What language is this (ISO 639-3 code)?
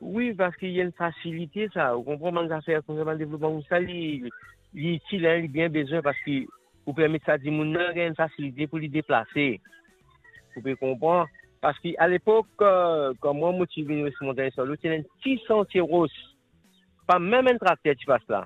mfe